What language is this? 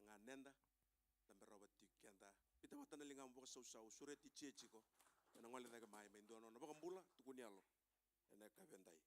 Fijian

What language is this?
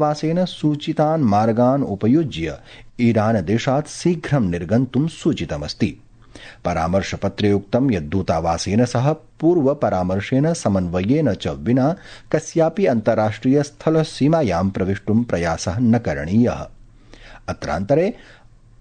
Sanskrit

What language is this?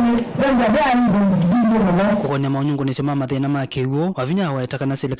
Kamba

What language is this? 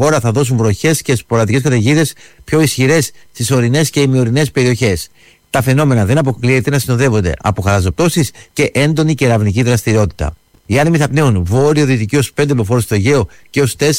Greek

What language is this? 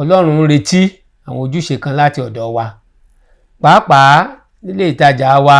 Yoruba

